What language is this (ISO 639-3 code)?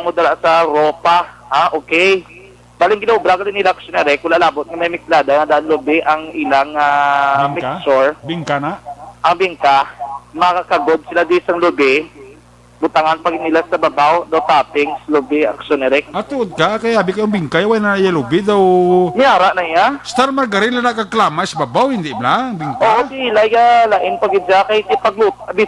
hil